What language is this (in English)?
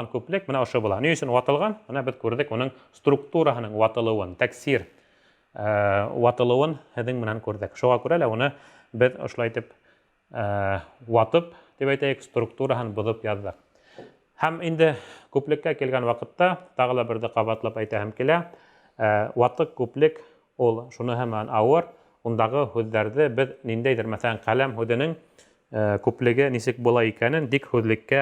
Bashkir